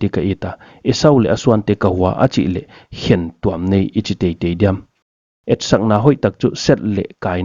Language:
Paite Chin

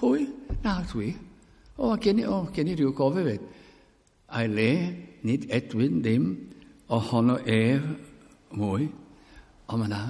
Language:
Welsh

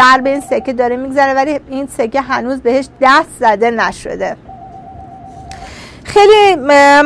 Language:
Persian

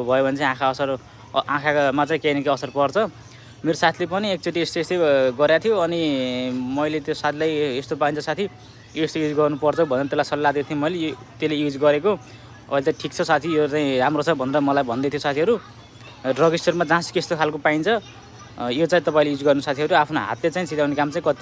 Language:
Nepali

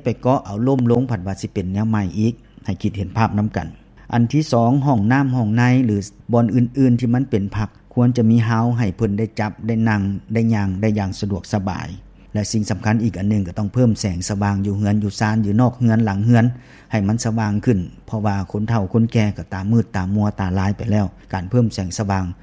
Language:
Lao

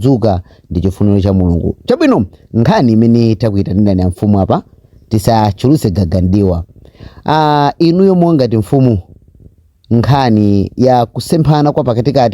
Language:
Nyanja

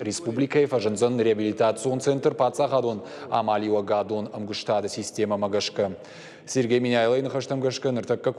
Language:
Ossetic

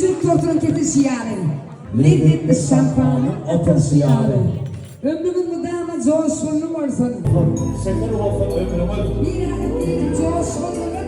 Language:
Turkmen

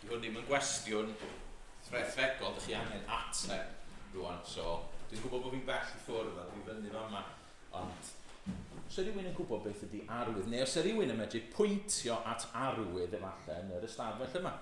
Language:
Welsh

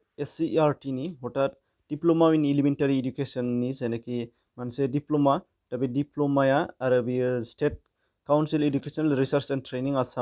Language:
Bodo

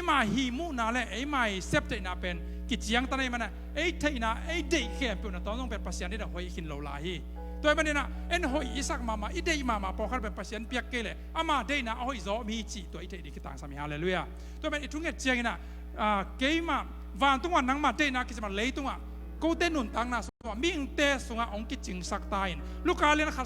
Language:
Tedim Chin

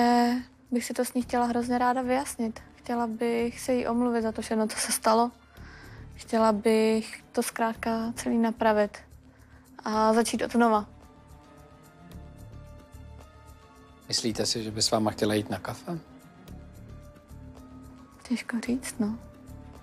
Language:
Czech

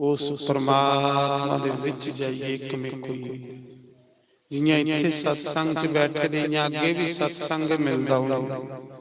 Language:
Dogri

